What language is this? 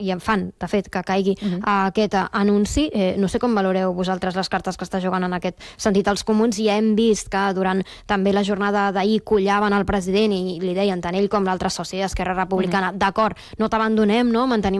Catalan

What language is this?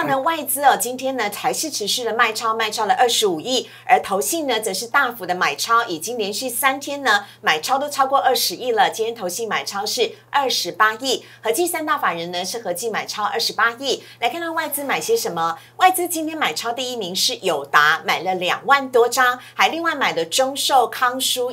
Chinese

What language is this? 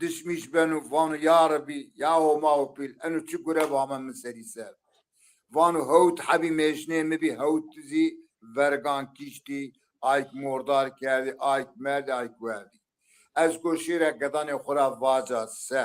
Zaza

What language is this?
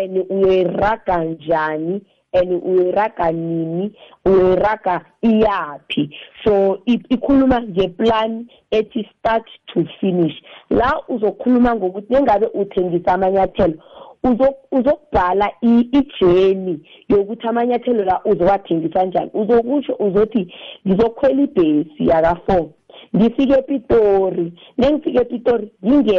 South Ndebele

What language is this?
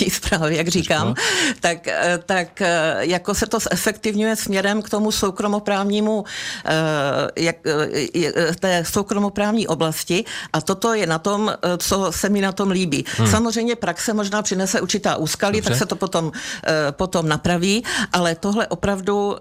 Czech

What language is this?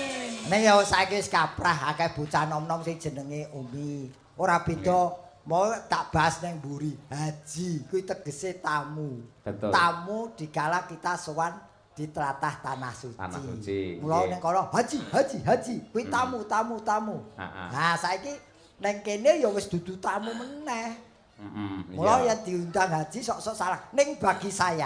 Javanese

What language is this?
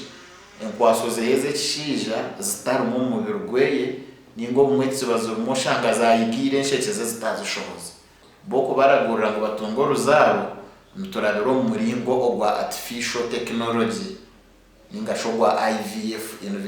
Nyankole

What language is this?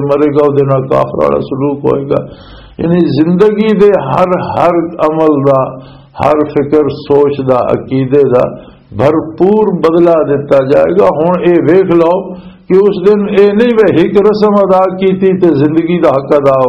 Western Panjabi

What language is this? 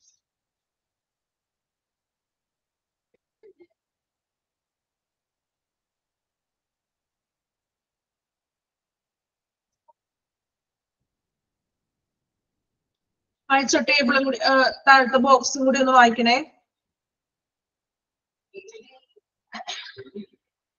Malayalam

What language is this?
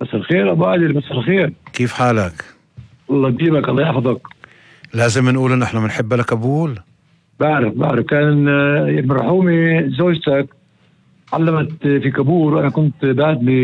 North Levantine Arabic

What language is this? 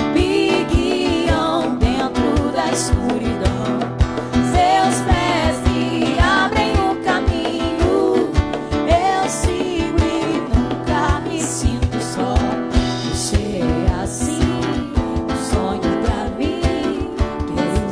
Portuguese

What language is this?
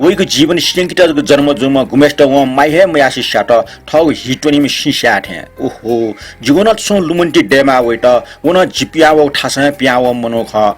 Newari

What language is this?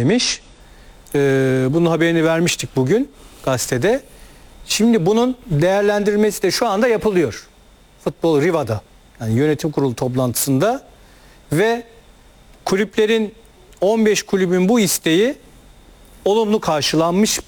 Turkish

